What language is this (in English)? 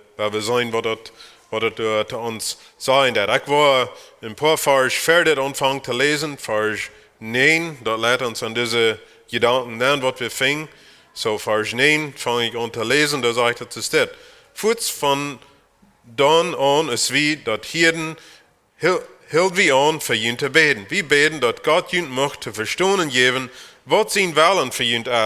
Plautdietsch